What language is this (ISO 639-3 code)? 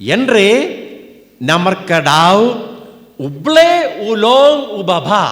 kha